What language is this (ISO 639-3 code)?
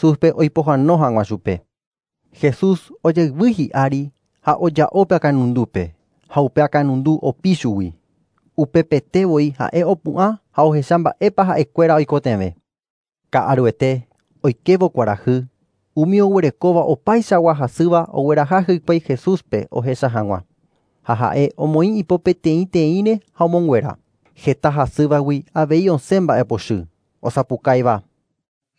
grn